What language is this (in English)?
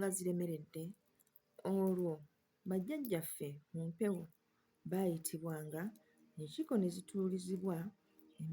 Ganda